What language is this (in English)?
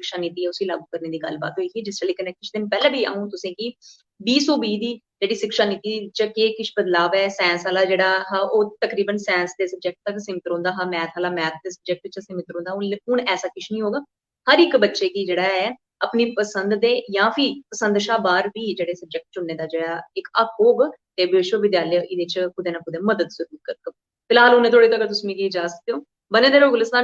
Dogri